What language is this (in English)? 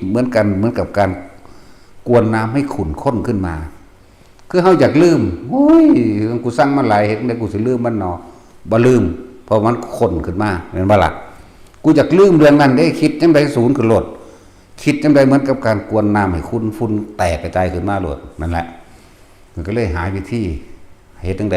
Northeastern Thai